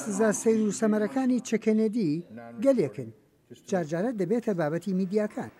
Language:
Central Kurdish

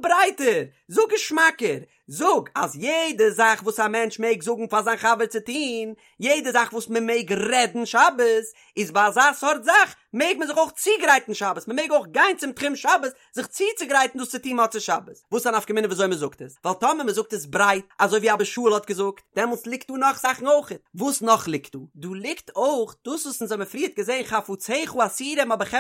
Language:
Yiddish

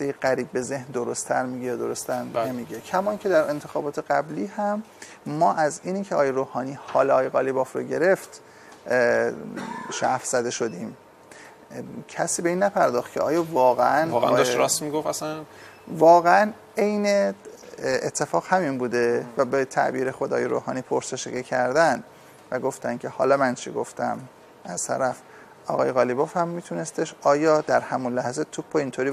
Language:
Persian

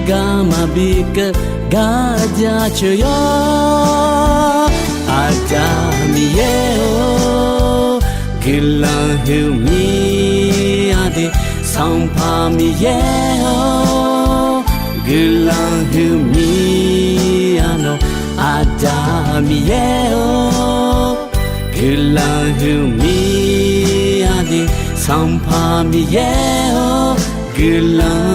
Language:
Akha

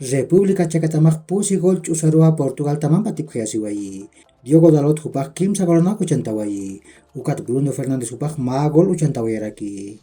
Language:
Aymara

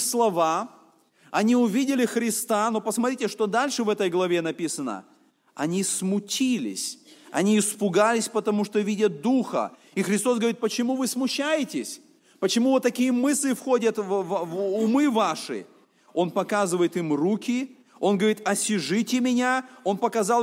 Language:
Russian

